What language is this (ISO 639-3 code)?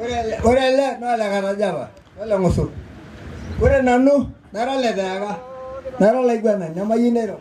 mas